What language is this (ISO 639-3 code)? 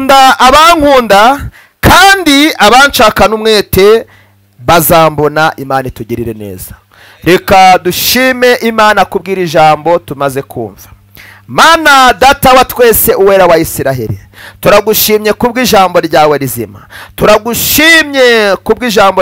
kin